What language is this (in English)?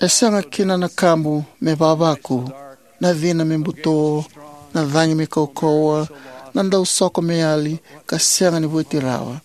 Fijian